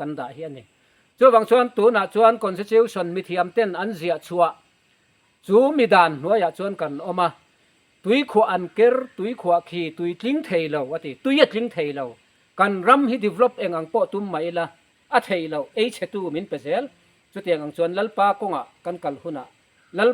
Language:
Mizo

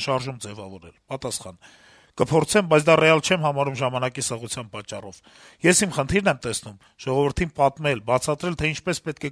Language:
Armenian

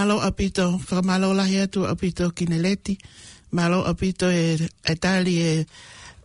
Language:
Tongan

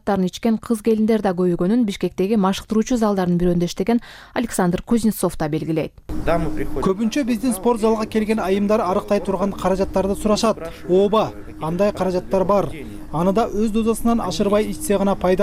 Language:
Kyrgyz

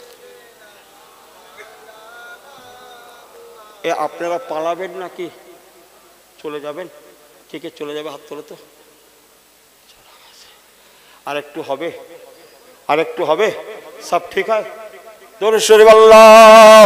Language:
Bangla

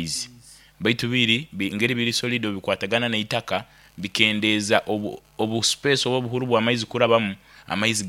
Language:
Nyoro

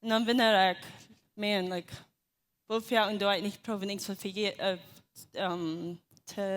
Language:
Plautdietsch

